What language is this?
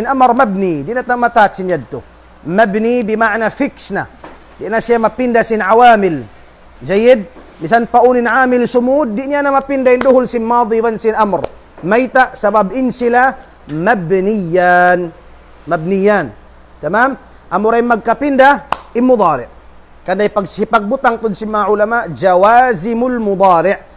Tausug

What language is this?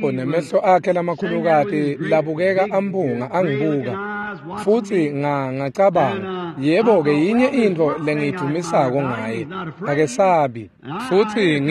Swati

